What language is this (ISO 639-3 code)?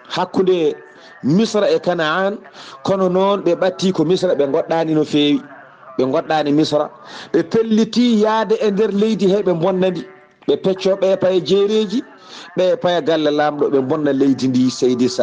ful